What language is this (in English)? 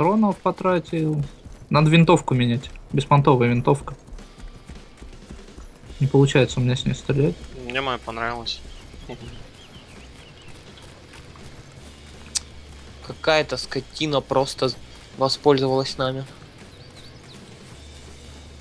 Russian